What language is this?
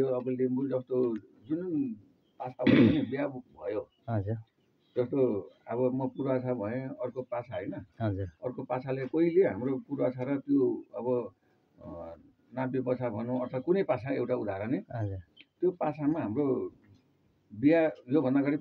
Nepali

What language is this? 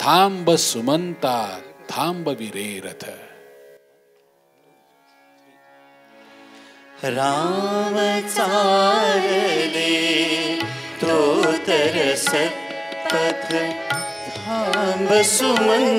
Marathi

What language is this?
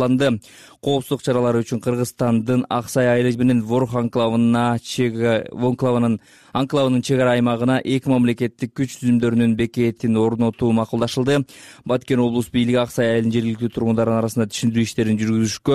Kyrgyz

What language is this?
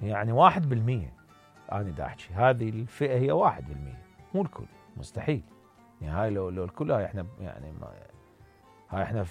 Mesopotamian Arabic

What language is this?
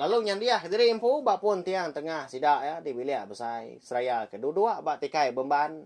Iban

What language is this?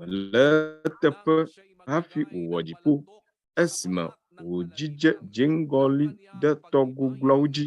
Ewe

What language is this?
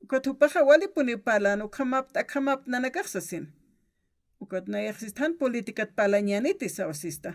Aymara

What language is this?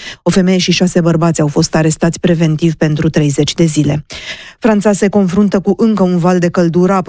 Romanian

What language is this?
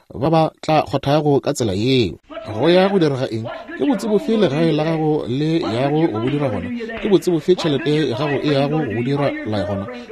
Northern Sotho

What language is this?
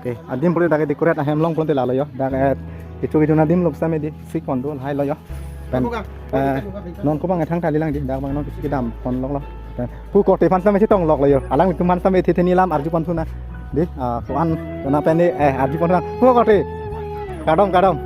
Karbi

